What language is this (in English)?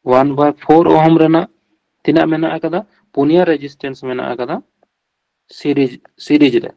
Santali